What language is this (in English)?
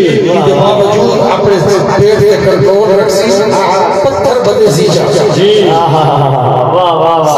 Saraiki